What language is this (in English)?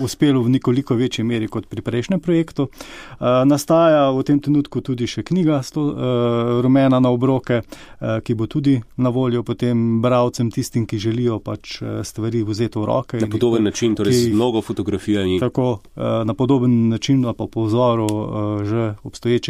Slovenian